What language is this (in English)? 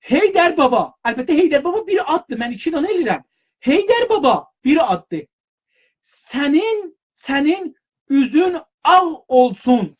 South Azerbaijani